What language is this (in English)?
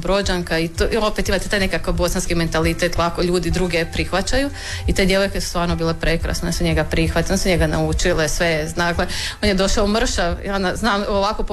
Croatian